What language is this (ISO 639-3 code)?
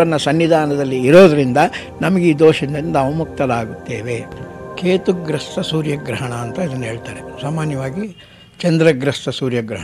kan